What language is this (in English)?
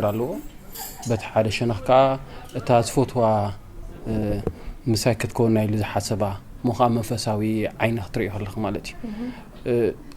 Tigrinya